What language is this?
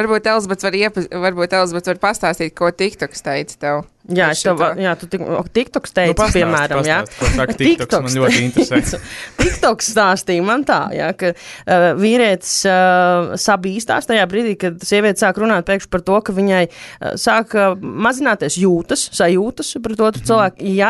Latvian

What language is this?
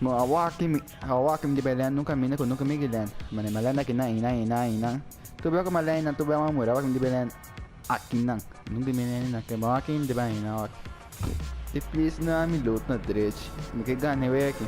Papiamento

